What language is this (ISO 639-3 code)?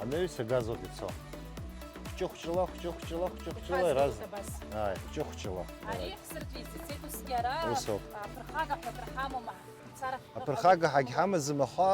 abk